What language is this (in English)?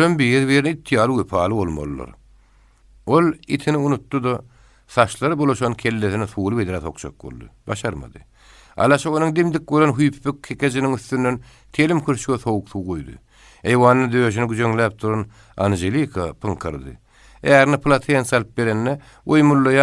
Turkmen